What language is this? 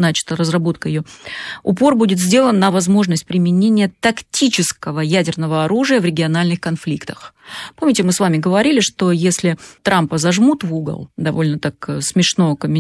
Russian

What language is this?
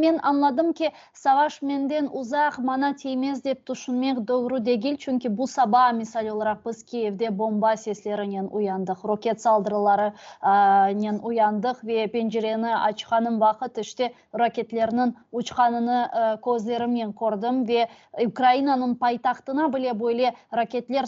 Crimean Tatar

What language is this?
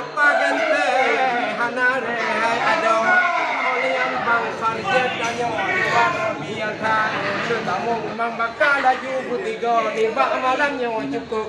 Achinese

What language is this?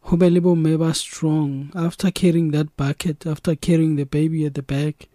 Southern Sotho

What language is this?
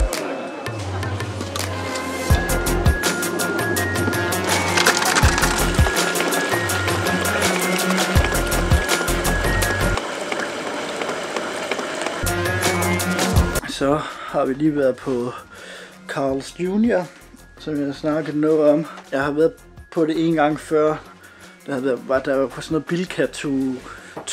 Danish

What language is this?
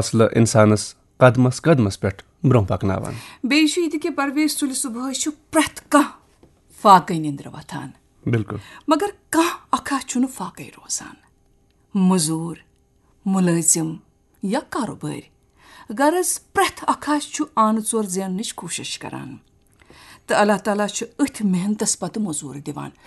Kashmiri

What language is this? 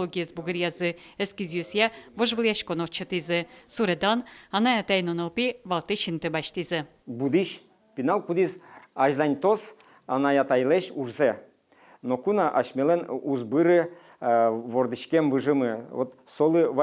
Udmurt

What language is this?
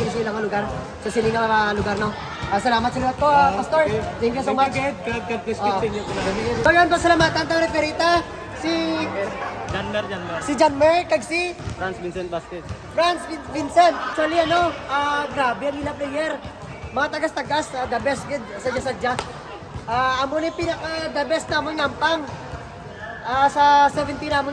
Hiligaynon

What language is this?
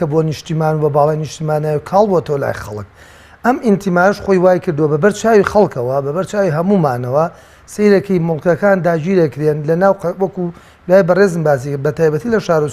Central Kurdish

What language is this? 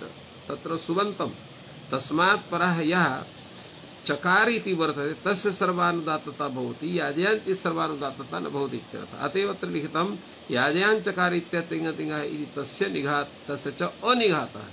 Sanskrit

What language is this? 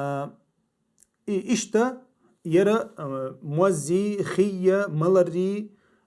Chechen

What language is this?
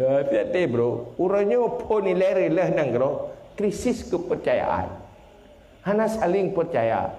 Achinese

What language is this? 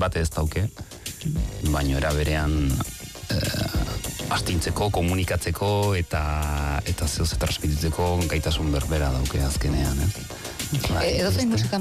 Basque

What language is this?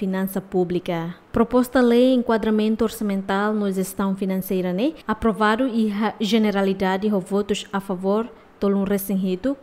Tetum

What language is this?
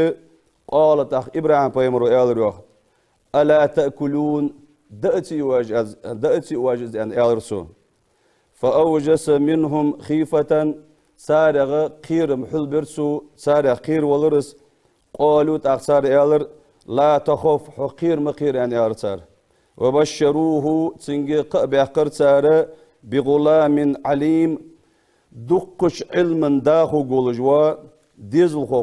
Ingush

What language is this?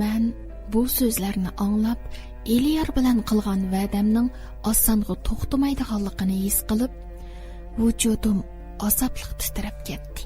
Uyghur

